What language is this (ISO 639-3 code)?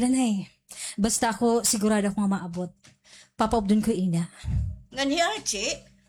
war